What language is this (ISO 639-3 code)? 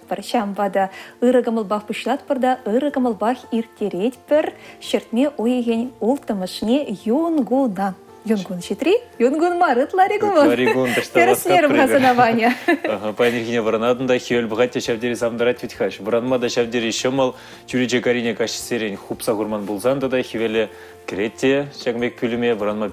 chv